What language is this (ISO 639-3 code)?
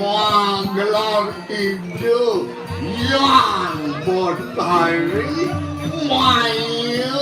ban